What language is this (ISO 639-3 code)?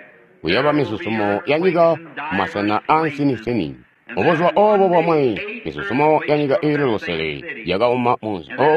toi